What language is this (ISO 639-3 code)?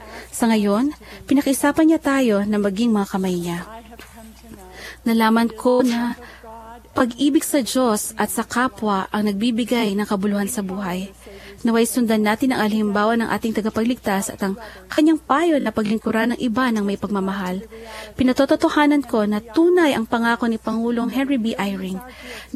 fil